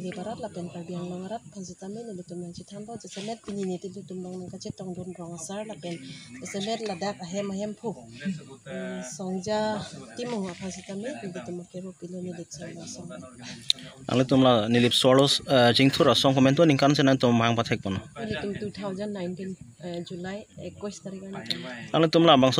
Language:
Karbi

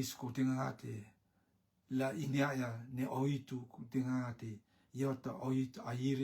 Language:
Rotuman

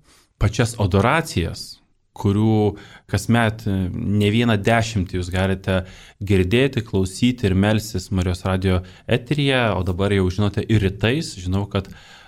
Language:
Lithuanian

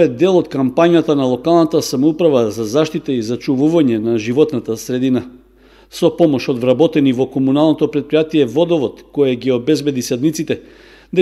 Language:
Macedonian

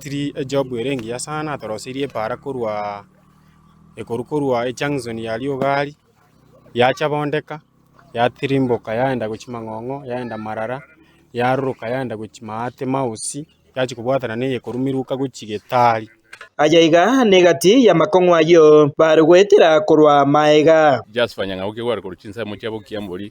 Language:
Gusii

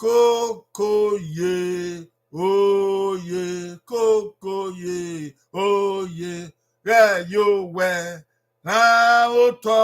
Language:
Bini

